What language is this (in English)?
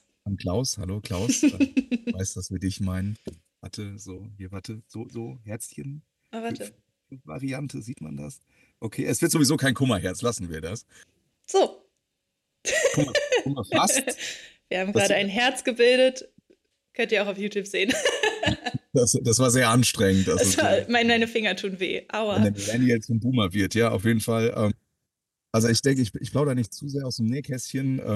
German